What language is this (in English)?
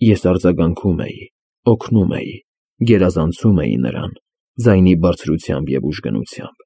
Armenian